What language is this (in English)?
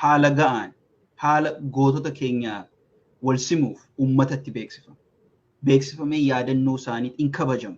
Oromo